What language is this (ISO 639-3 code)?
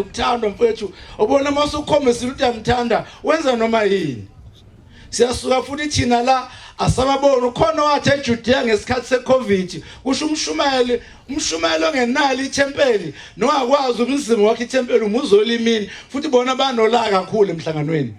zul